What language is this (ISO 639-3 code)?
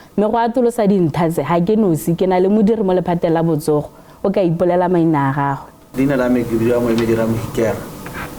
tsn